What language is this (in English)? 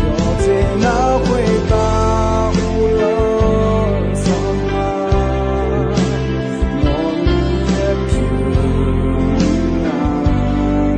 Akha